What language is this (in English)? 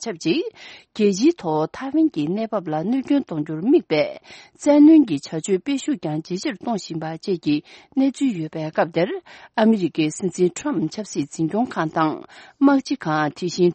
Tibetan